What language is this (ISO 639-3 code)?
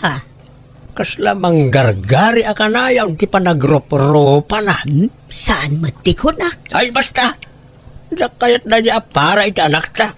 ilo